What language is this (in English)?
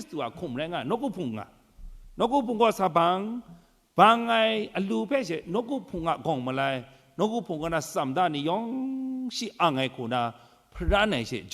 Kachin